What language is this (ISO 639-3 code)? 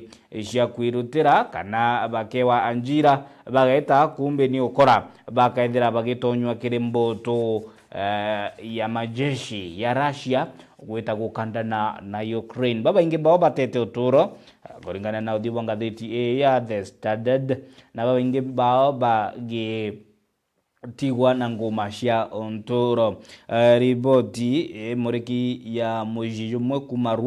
mer